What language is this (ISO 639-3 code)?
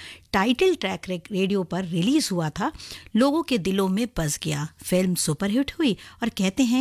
hin